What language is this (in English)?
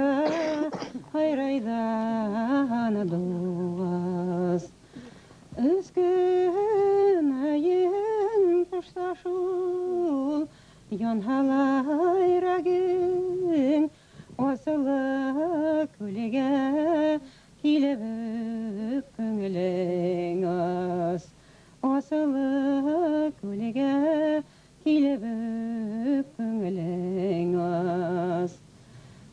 Bashkir